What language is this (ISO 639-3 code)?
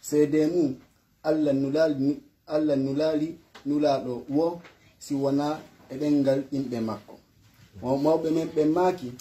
fuf